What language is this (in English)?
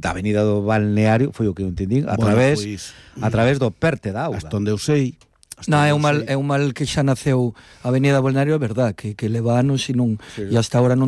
Galician